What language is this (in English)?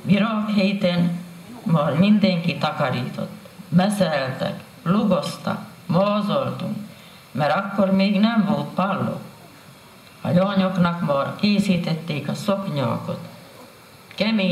Hungarian